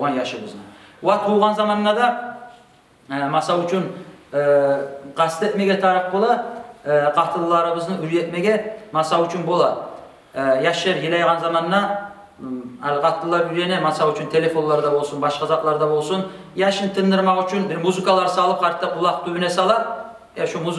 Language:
Kumyk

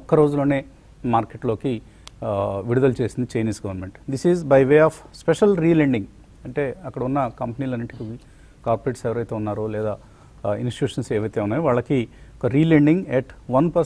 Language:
Telugu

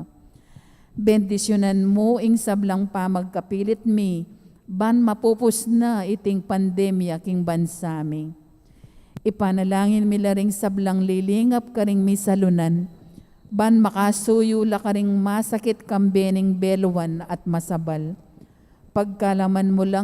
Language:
Pampanga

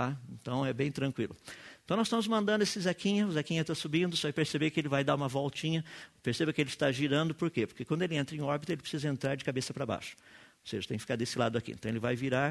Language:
Portuguese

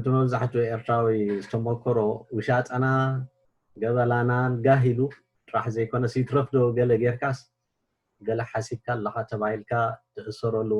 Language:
Tigrinya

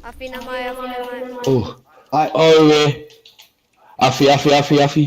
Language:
Māori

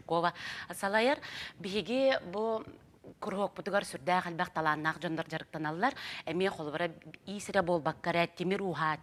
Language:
Yakut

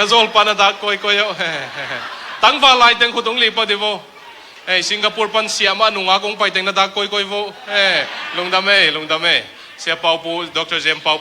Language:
Tedim Chin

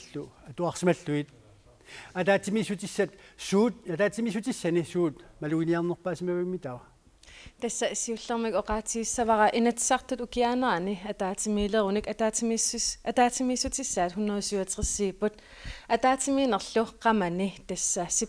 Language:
Kalaallisut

